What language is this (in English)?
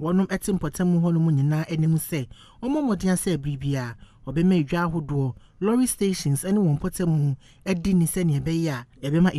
Akan